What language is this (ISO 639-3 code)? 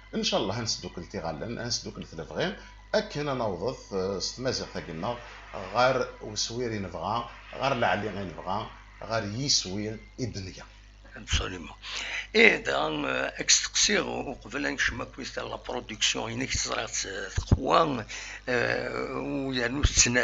kab